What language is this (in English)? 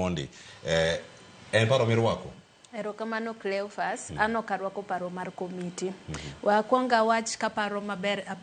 Luo (Kenya and Tanzania)